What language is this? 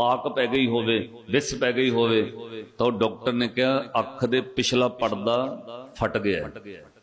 Punjabi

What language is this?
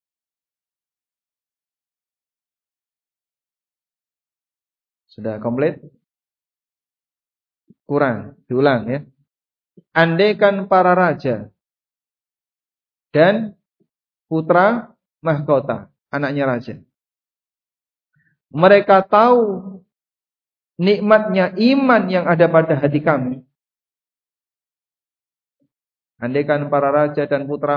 Indonesian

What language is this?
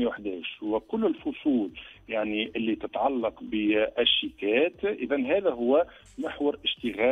Tunisian Arabic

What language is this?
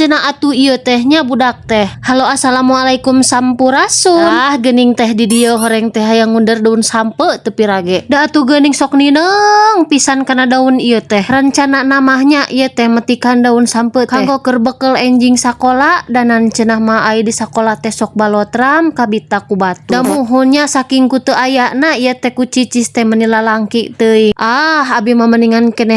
Sundanese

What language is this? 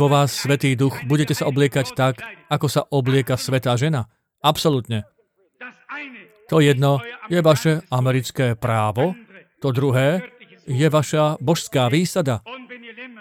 Slovak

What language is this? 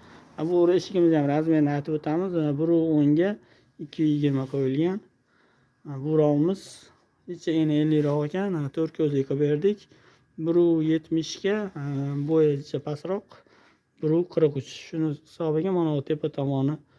Uzbek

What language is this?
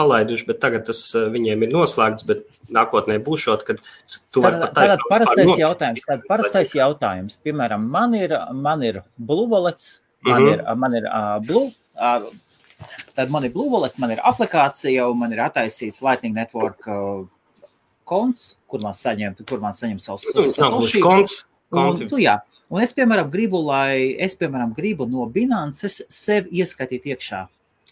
Latvian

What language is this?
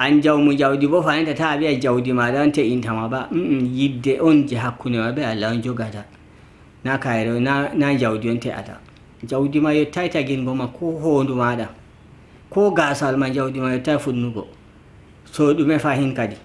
Nigerian Fulfulde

